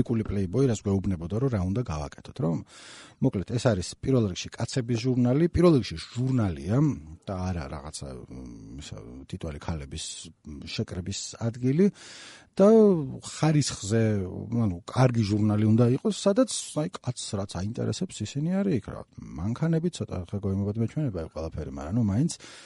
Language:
Georgian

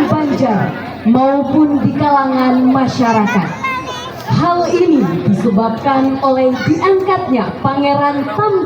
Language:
Banjar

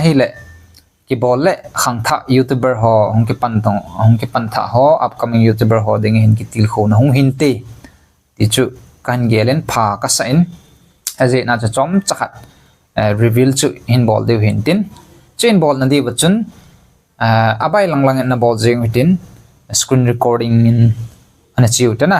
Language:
Thado Chin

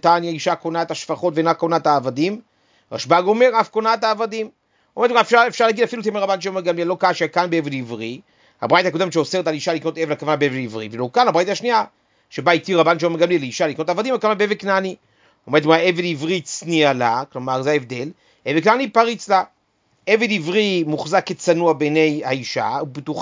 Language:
Hebrew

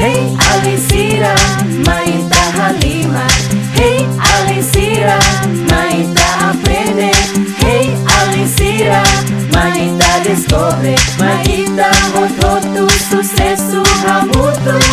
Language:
Tetum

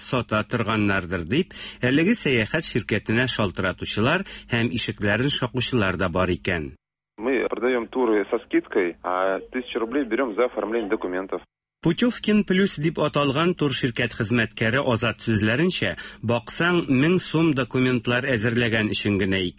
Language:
Tatar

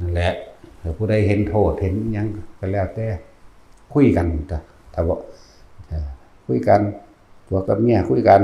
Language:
Northeastern Thai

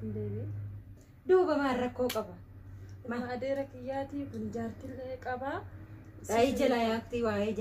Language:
Oromo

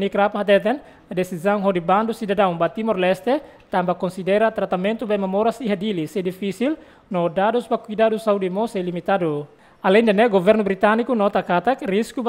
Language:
Tetum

